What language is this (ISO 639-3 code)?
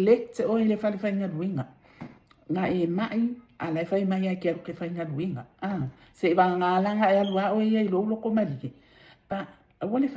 smo